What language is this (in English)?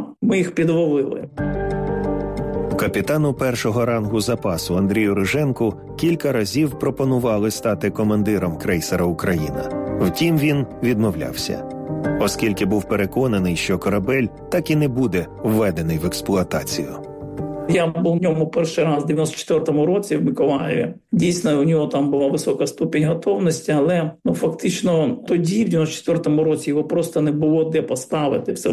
Ukrainian